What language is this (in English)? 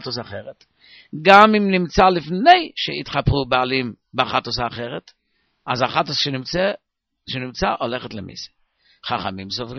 Hebrew